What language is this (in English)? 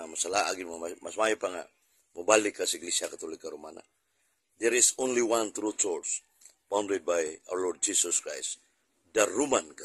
Cebuano